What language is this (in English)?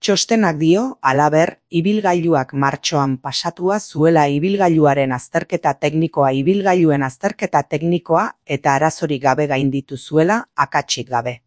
Basque